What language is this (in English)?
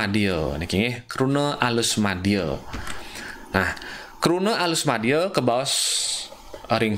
Balinese